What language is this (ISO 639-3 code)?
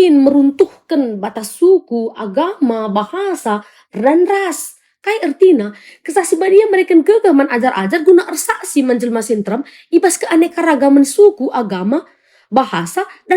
btx